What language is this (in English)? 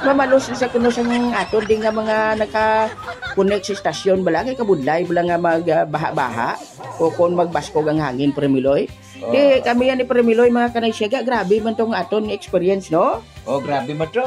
Hiligaynon